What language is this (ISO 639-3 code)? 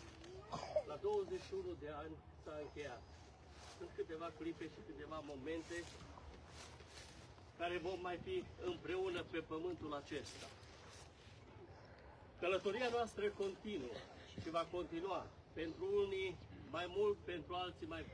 ron